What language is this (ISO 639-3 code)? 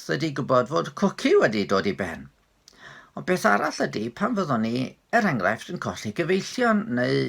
cym